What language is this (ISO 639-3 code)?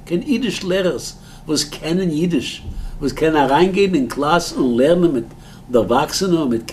yid